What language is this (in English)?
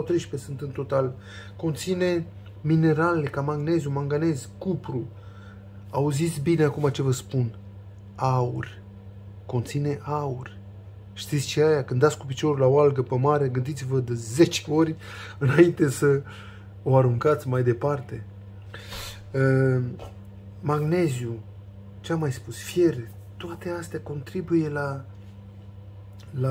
Romanian